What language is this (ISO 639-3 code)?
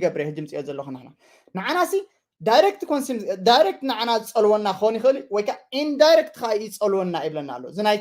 tir